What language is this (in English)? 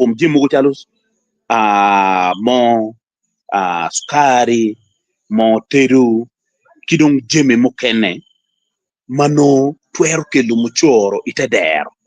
Acoli